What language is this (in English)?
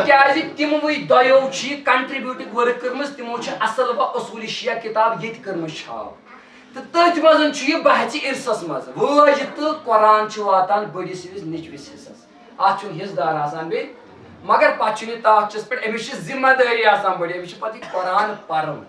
Kashmiri